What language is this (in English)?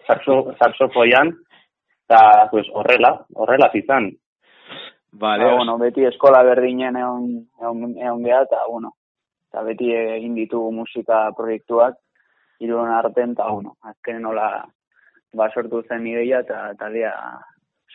Basque